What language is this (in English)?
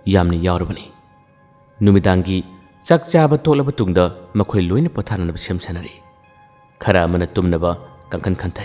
Manipuri